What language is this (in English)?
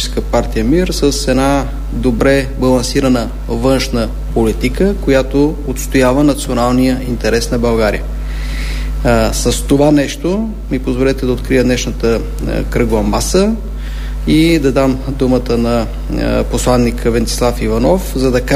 Bulgarian